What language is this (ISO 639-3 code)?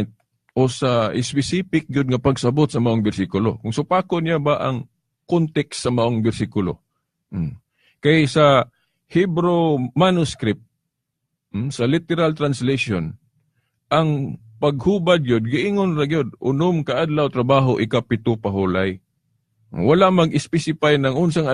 ceb